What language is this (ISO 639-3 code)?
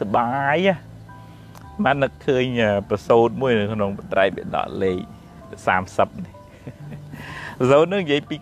khm